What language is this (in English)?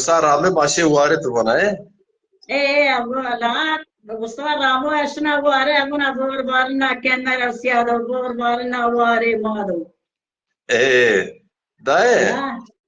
Zaza